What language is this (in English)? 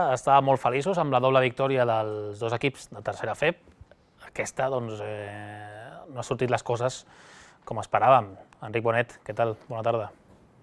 Catalan